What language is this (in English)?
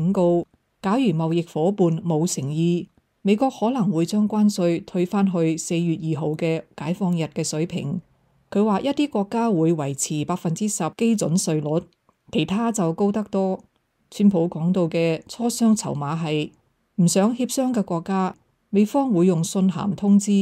Cantonese